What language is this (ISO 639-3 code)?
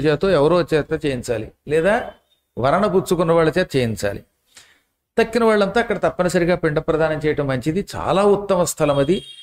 tel